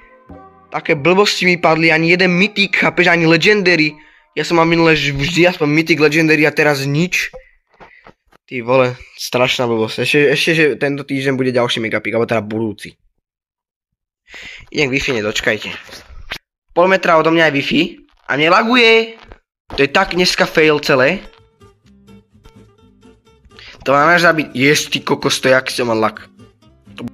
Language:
Slovak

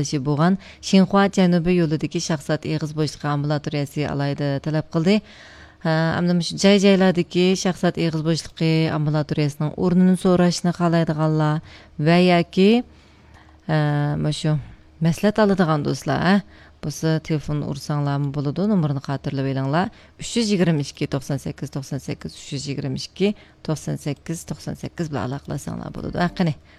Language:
Uyghur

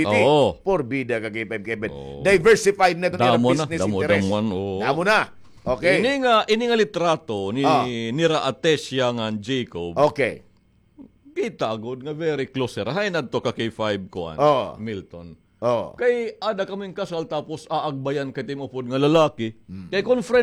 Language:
Waray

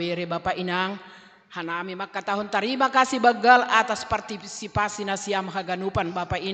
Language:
Batak Simalungun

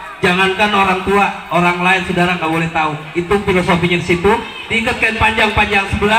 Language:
Betawi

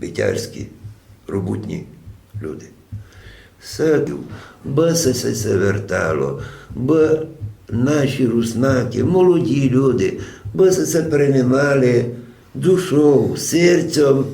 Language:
Rusyn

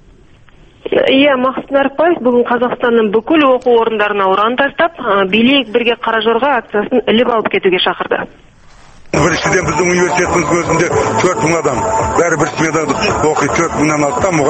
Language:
Kazakh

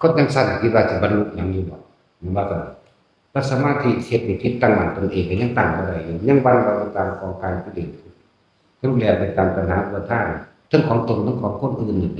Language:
Northeastern Thai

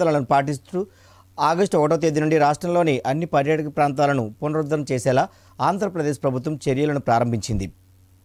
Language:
Telugu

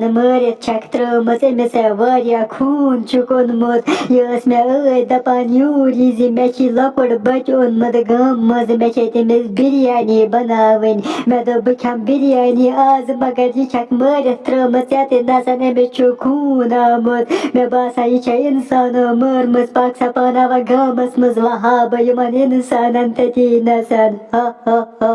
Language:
Kashmiri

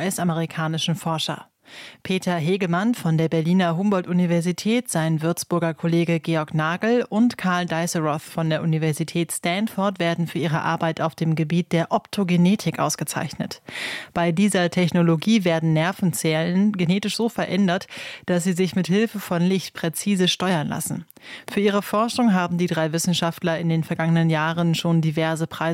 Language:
German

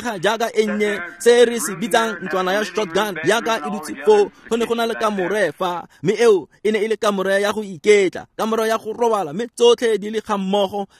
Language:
Tswana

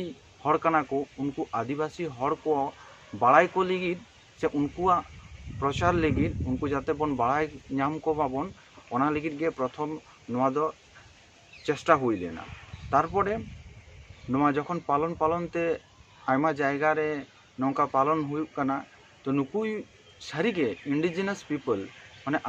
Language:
Santali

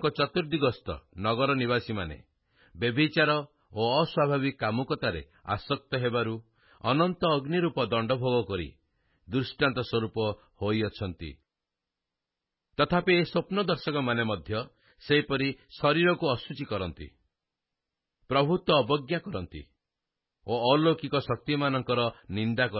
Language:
Odia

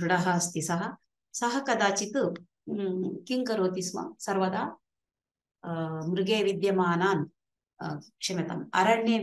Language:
Sanskrit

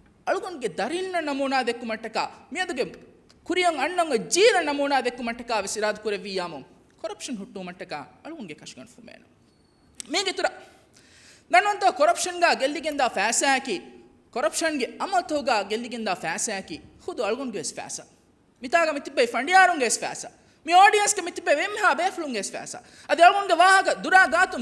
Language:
Divehi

